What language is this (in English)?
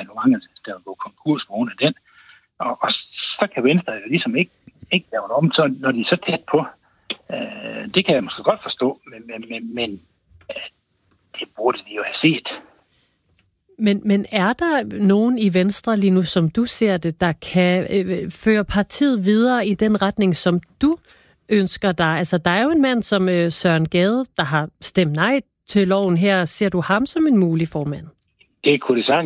Danish